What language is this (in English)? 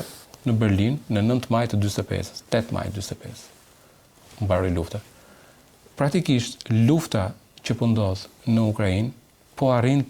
Albanian